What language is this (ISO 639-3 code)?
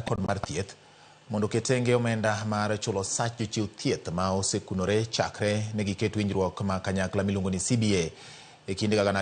luo